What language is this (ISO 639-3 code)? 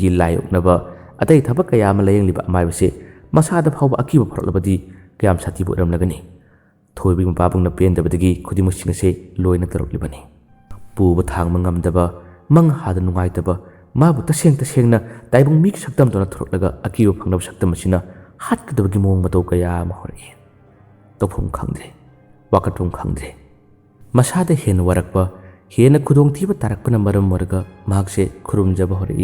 mni